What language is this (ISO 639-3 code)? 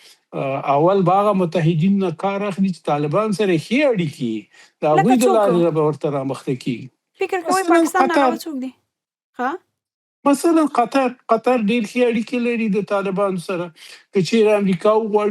pus